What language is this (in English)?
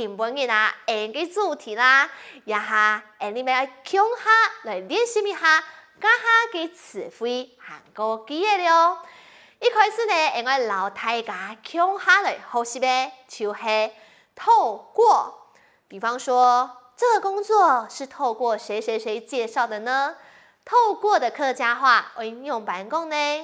Hakka Chinese